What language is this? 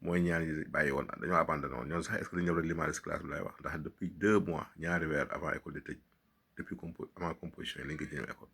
Wolof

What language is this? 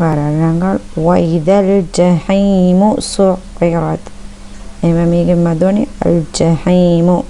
Divehi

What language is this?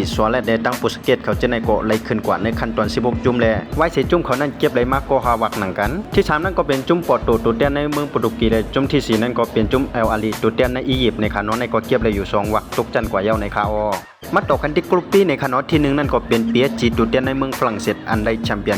Shan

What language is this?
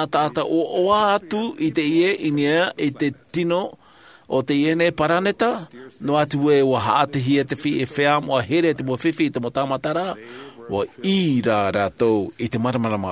Tahitian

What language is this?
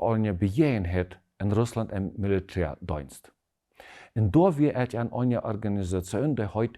Plautdietsch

